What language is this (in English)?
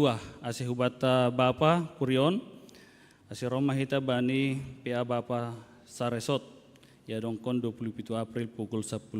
Batak Simalungun